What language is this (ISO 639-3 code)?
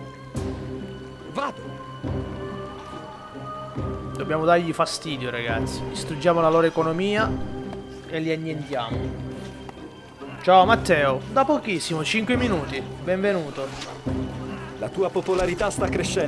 ita